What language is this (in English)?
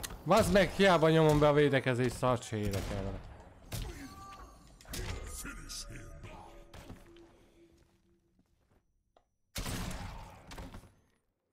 Hungarian